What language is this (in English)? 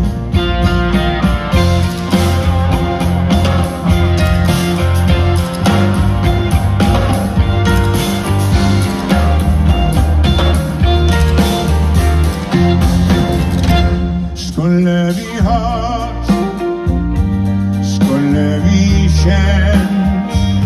Swedish